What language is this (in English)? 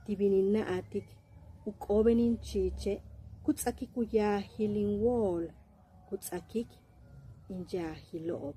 Yucateco